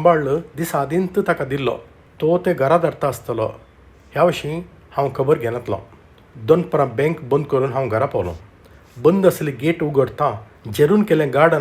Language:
Konkani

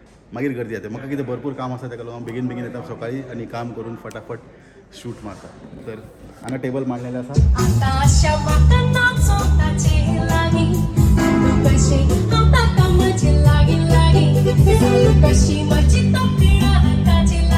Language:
Konkani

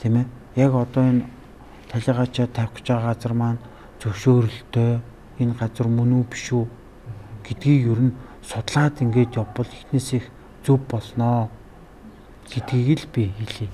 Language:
Mongolian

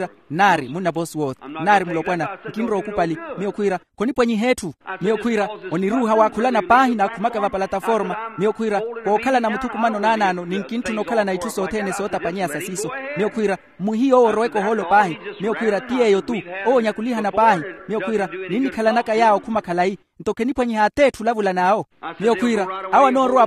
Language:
Makhuwa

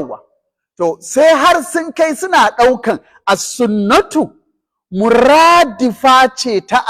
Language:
Hausa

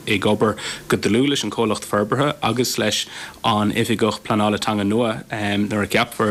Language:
Irish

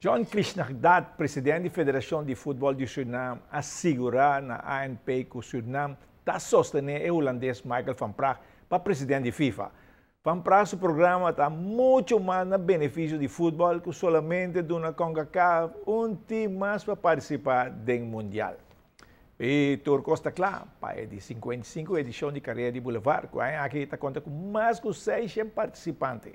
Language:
Papiamento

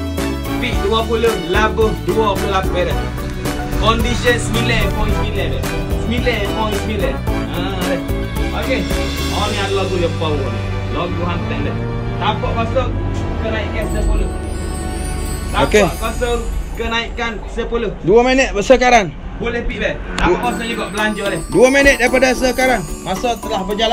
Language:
Malay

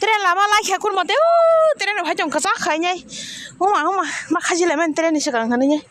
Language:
Kok Borok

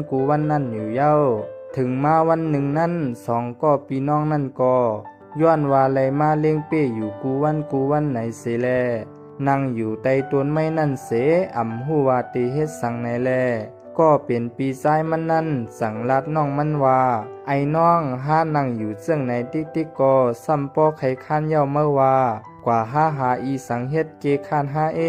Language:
Shan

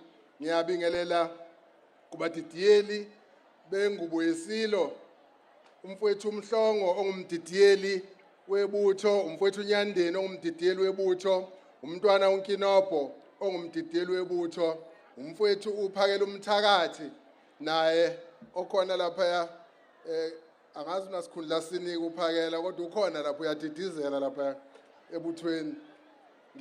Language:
Zulu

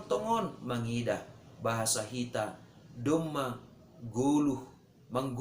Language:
Batak Simalungun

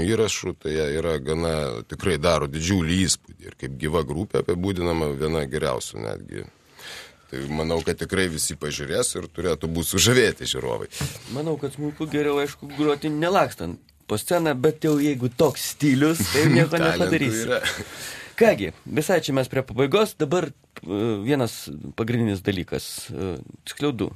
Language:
Lithuanian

